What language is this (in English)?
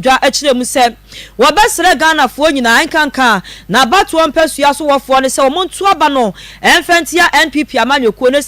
Akan